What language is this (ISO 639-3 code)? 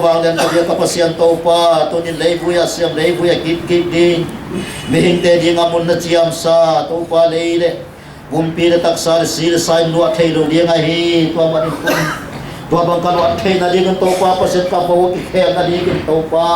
pck